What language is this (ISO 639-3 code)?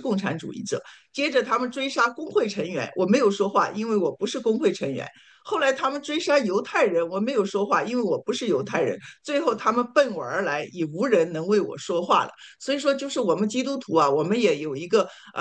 zho